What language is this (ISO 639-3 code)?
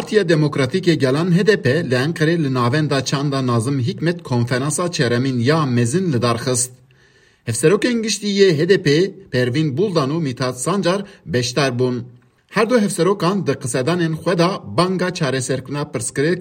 kur